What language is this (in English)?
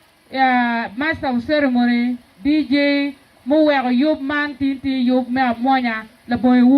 Acoli